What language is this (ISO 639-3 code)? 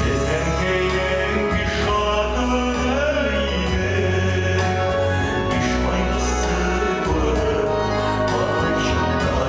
tat